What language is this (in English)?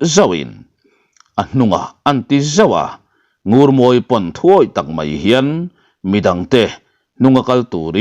Mizo